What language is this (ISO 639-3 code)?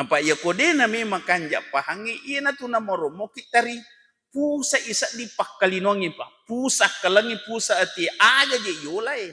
bug